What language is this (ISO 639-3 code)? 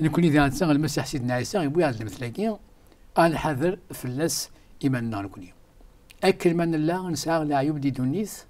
kab